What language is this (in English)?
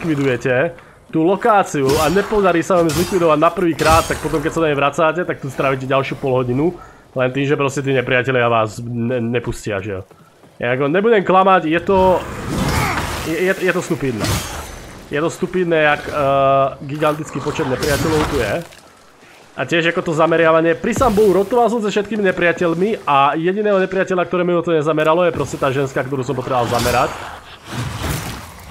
Slovak